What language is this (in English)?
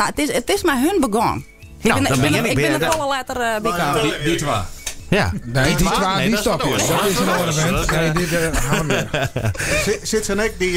Western Frisian